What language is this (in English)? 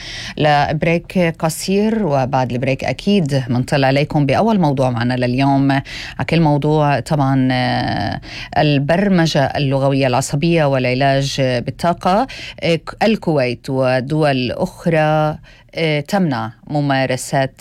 North Levantine Arabic